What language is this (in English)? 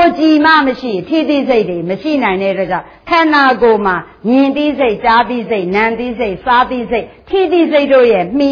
Burmese